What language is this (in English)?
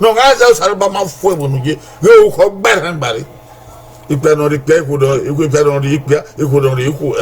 Bini